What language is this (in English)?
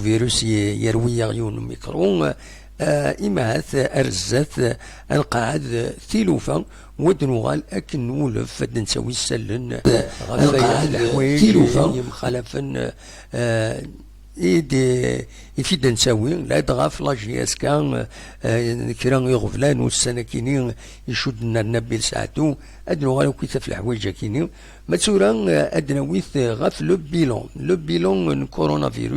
Kabyle